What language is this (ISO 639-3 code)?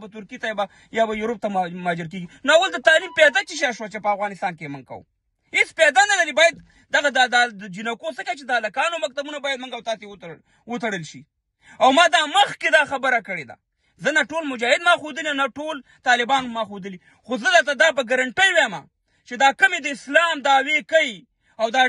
pus